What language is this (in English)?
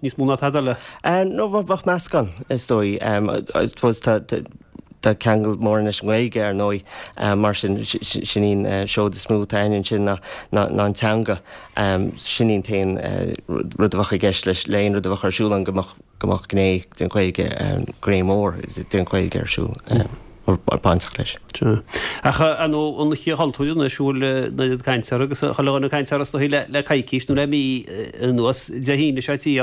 Irish